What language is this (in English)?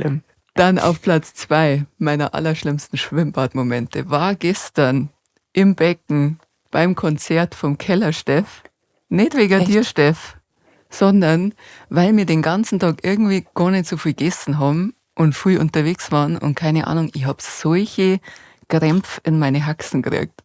Bavarian